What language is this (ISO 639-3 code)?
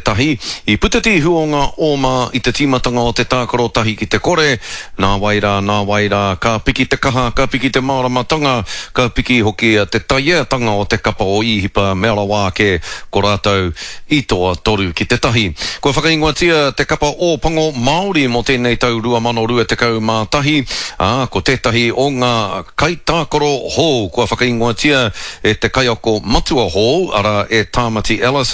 mri